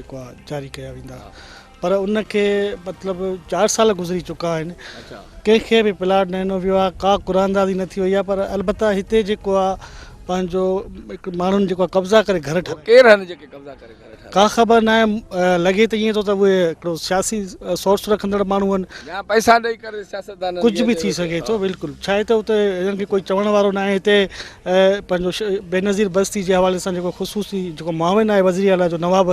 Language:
Sindhi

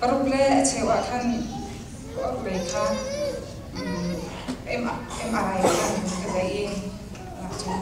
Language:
Falam Chin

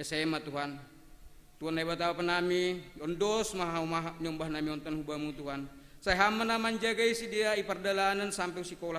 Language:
Batak Simalungun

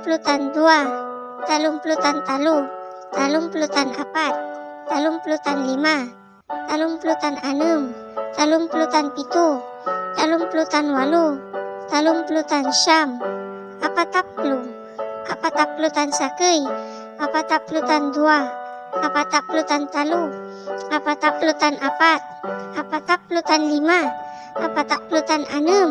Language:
Pangasinan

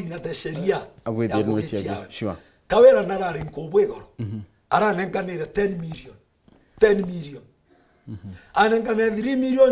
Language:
Meru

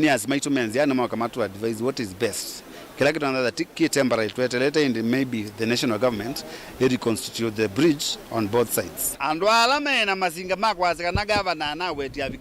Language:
Kamba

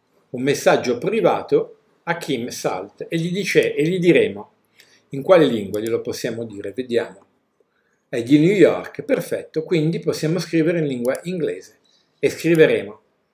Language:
Italian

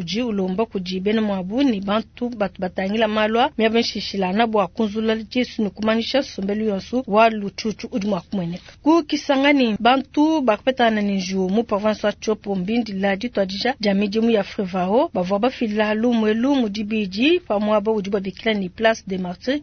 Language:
Luba-Lulua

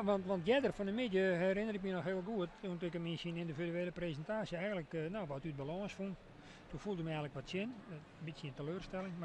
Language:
Western Frisian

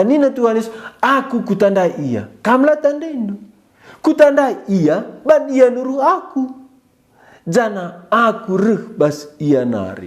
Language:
Batak Karo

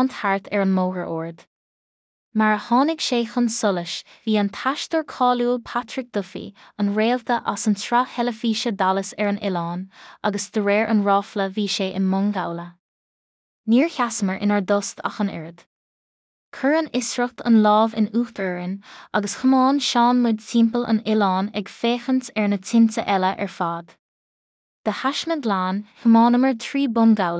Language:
Irish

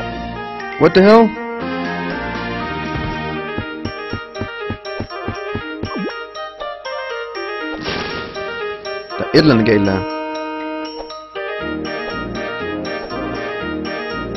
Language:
Danish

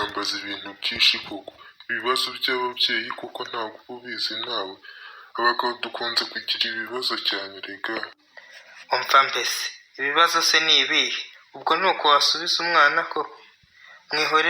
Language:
Kinyarwanda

